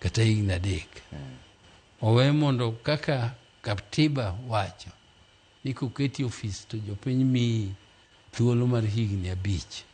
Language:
Luo (Kenya and Tanzania)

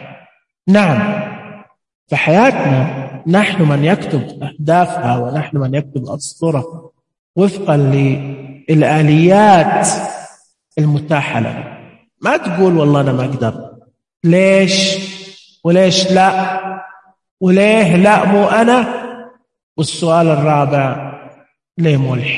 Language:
Najdi Arabic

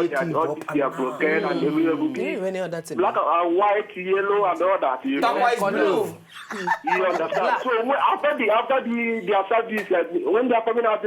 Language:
Nigerian Pidgin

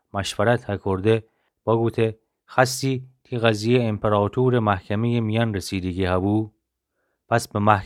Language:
Gilaki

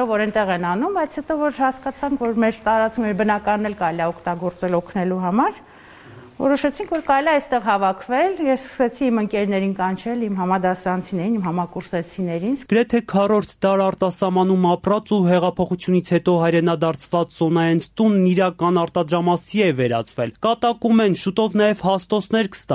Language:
Armenian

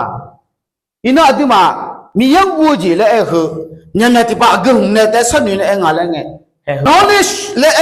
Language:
Akha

